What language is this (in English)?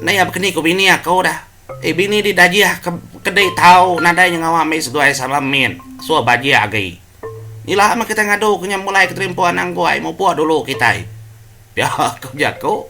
Iban